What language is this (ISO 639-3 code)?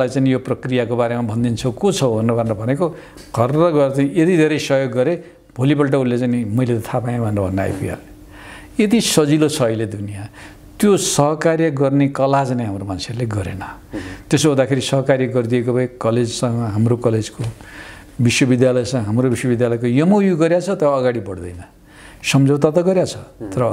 nep